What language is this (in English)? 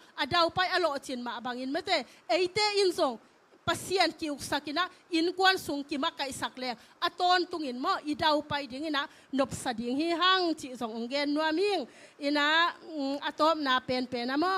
Tedim Chin